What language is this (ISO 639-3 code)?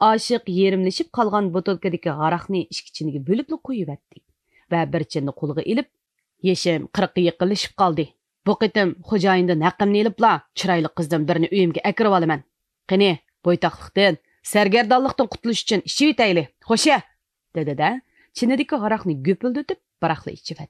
uig